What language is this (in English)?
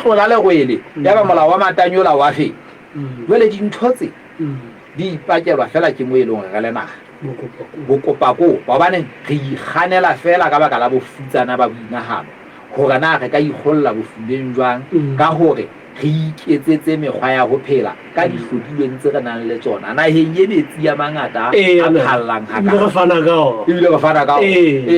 Southern Sotho